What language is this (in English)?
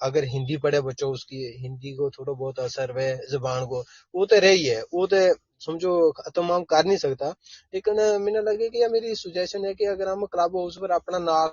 Gujari